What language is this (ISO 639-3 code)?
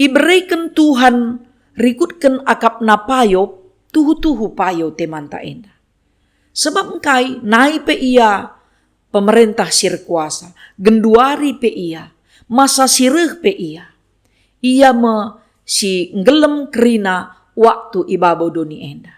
btx